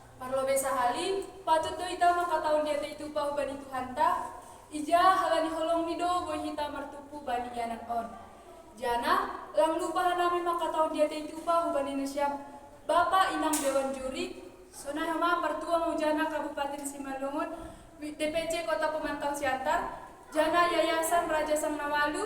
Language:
Batak Simalungun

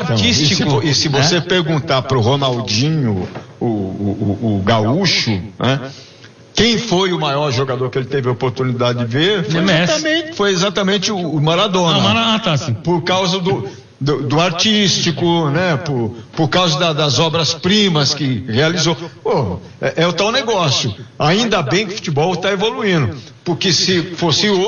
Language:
Portuguese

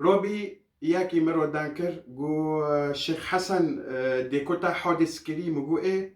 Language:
Kurdish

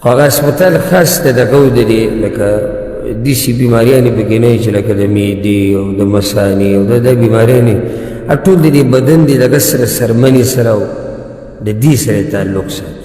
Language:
Pashto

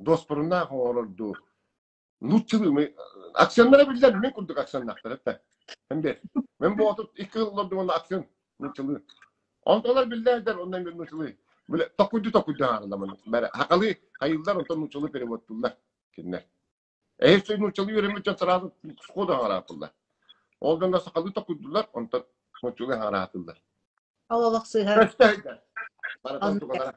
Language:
Yakut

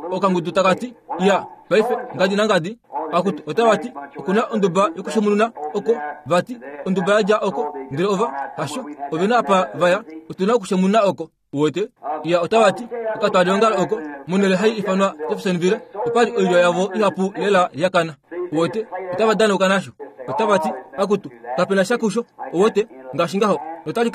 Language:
Kuanyama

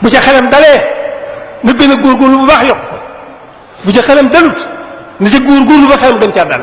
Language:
Wolof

